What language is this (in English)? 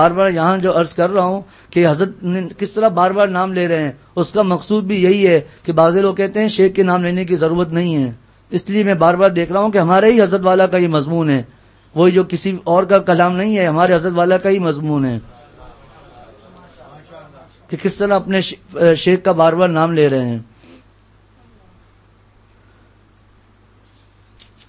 Urdu